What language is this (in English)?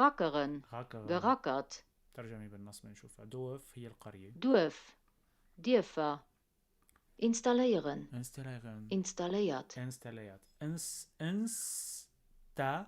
North Levantine Arabic